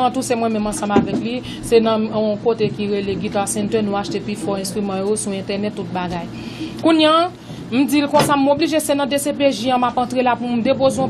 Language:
Haitian Creole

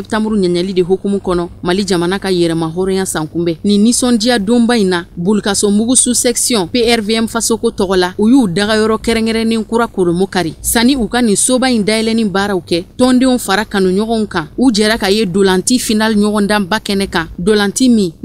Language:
Bambara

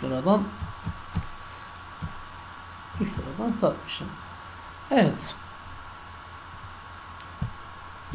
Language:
Turkish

